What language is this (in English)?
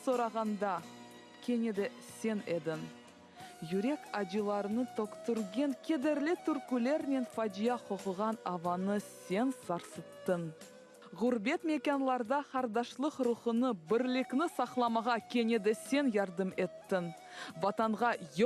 Crimean Tatar